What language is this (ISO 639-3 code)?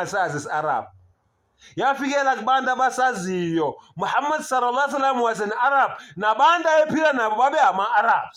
zul